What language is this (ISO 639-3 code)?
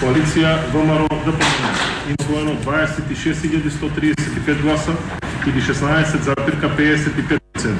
mkd